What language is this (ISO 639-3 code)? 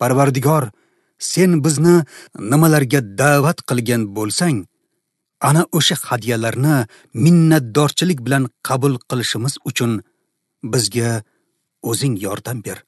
uzb